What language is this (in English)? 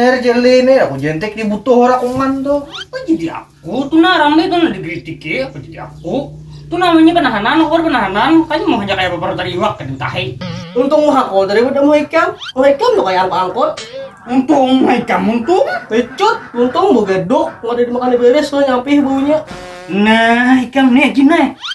Banjar